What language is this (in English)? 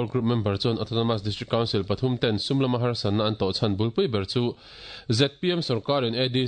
Mizo